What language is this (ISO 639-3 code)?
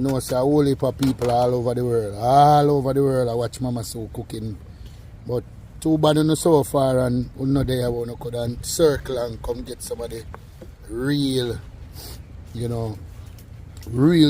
jam